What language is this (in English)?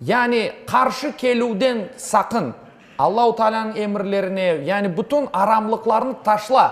Crimean Tatar